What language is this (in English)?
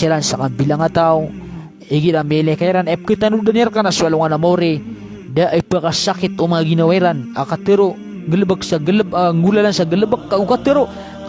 Maranao